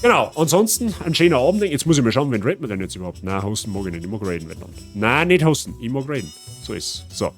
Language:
Bavarian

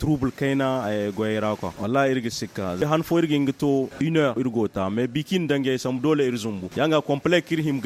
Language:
Zarma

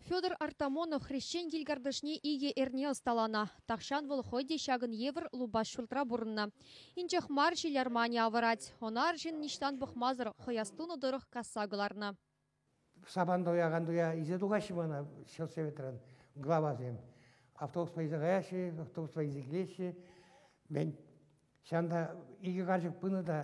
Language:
Chuvash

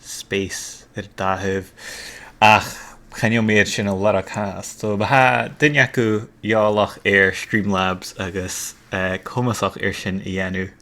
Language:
Scottish Gaelic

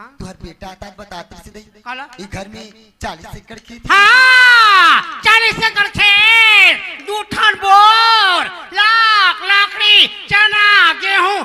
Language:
Chhattisgarhi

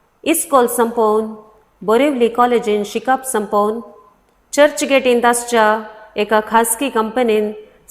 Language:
Konkani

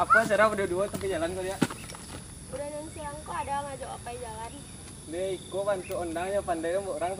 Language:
Minangkabau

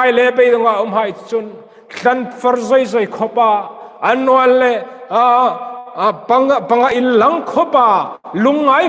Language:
Hmar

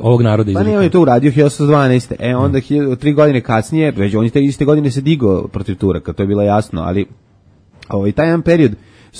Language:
Serbian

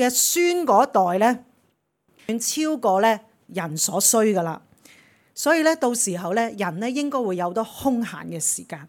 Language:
Cantonese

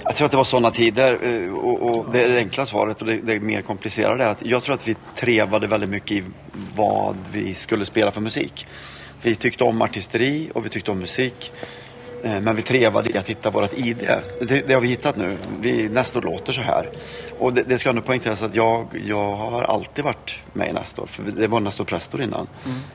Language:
Swedish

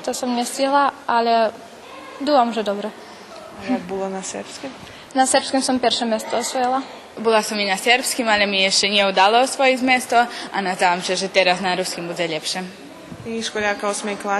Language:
Rusyn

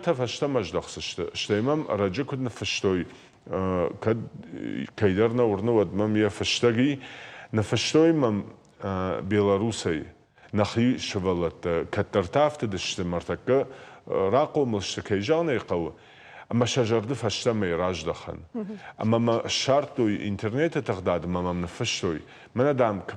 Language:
Ossetic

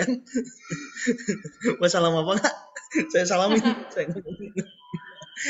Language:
Indonesian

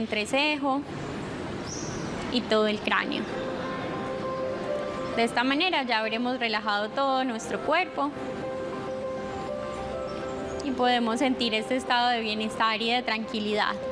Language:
Spanish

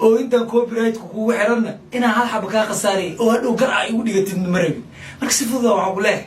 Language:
Somali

